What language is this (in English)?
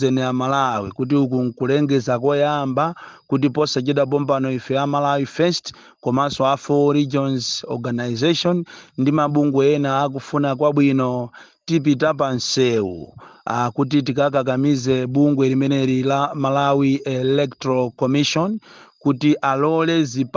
Nyanja